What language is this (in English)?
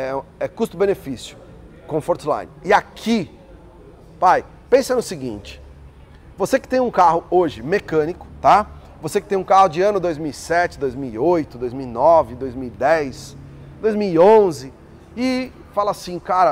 Portuguese